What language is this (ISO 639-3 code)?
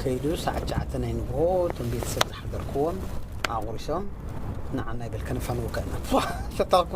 tir